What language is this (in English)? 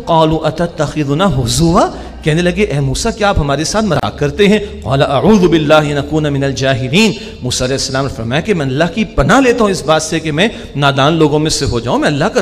Urdu